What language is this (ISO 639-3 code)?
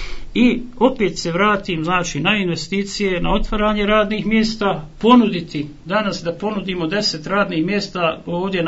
hrv